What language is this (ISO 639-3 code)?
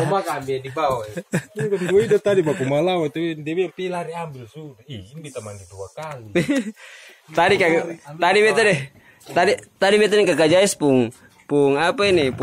abs